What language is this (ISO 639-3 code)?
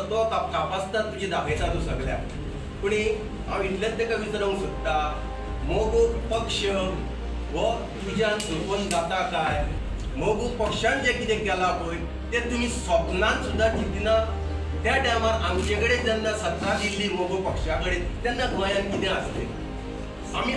kok